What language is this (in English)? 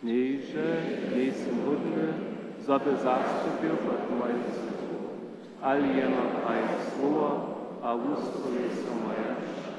Upper Sorbian